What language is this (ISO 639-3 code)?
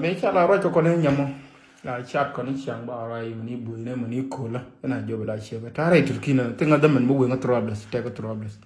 nus